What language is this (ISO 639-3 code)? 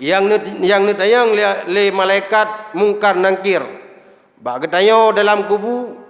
ace